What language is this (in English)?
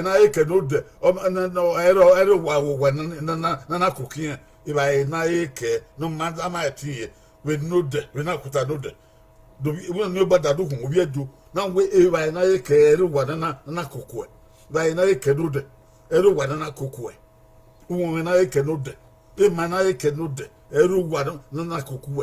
Bini